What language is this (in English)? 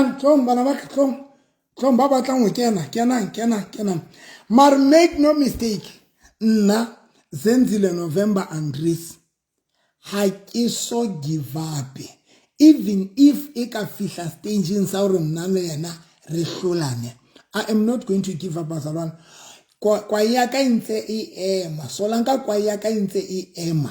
Southern Sotho